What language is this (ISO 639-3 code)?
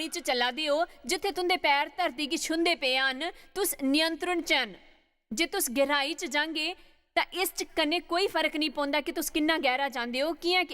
doi